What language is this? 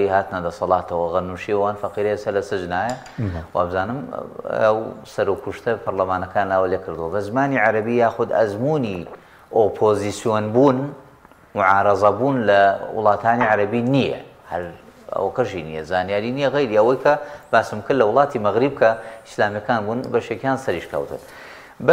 Central Kurdish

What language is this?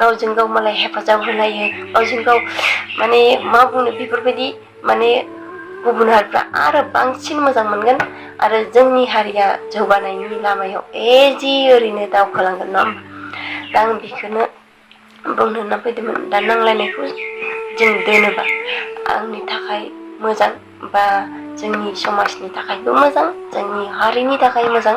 Bodo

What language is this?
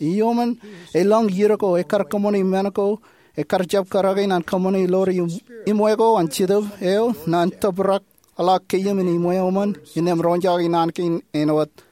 Marshallese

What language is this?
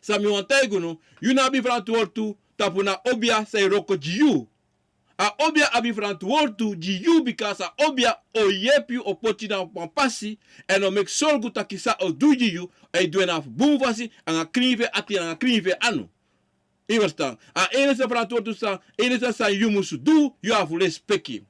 Sranan Tongo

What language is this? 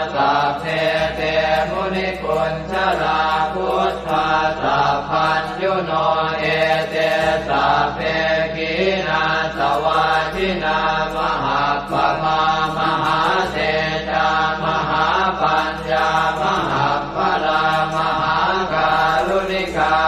Pali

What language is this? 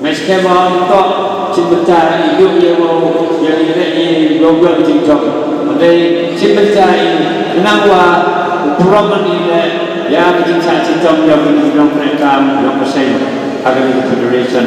Khasi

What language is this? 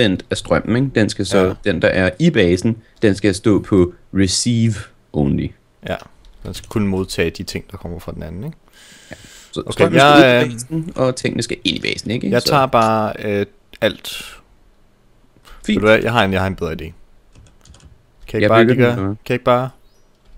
Danish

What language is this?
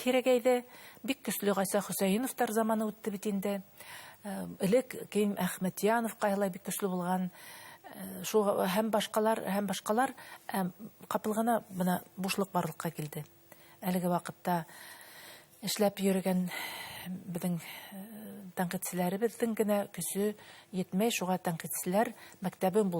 Bashkir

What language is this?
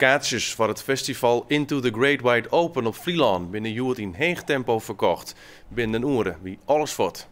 Western Frisian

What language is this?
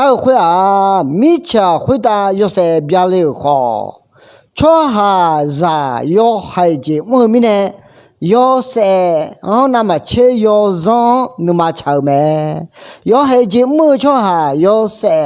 Akha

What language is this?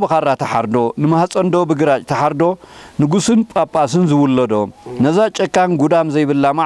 Tigrinya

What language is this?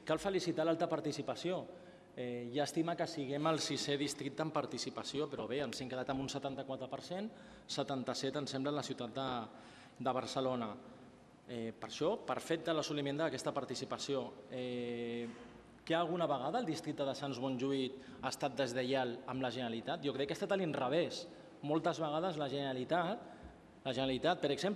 Catalan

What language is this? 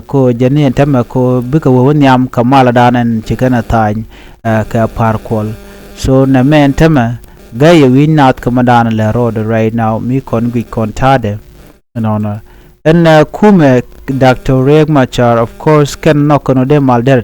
Nuer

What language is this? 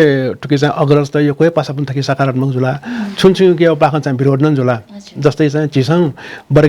Newari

